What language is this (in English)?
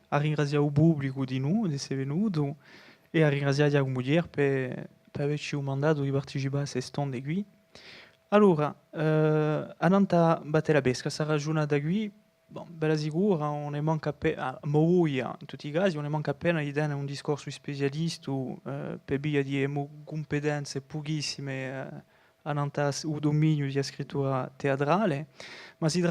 Corsican